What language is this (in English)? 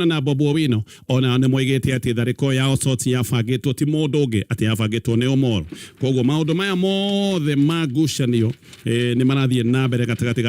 Kikuyu